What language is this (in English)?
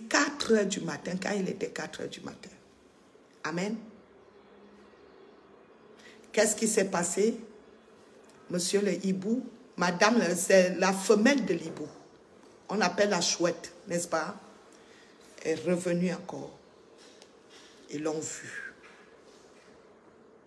French